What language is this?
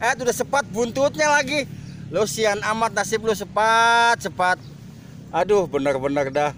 Betawi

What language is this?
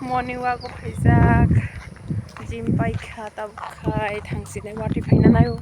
Kok Borok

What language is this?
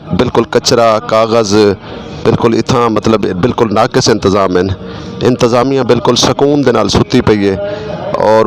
Saraiki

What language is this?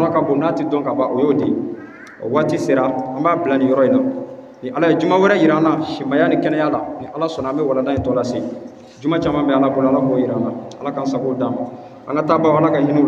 Bambara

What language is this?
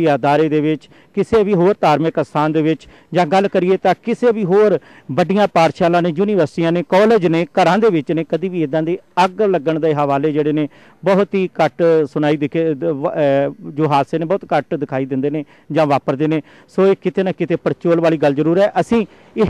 Punjabi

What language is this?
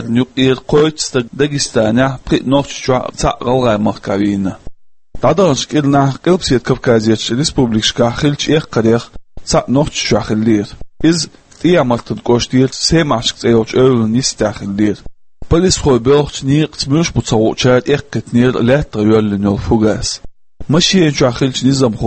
Chechen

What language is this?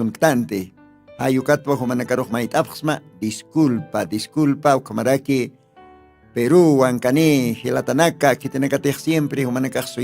Aymara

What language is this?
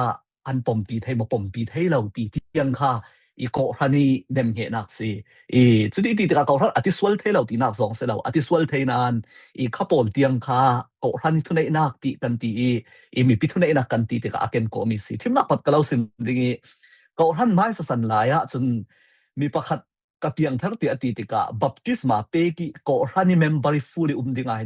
Falam Chin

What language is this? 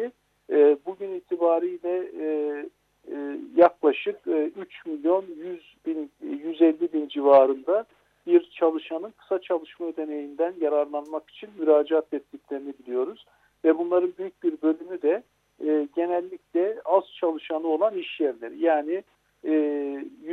Turkish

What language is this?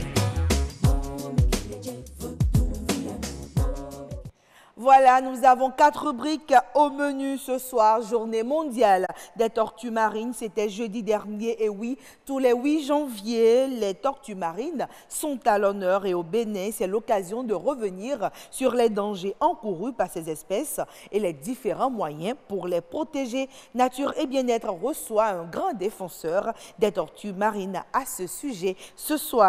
French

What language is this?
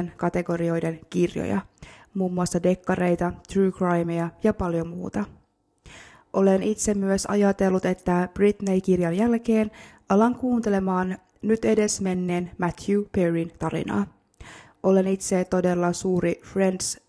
Finnish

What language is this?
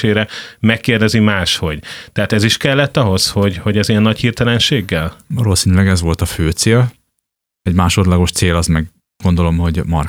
Hungarian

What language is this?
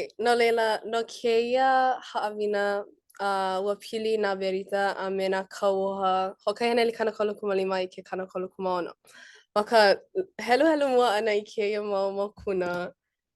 Hawaiian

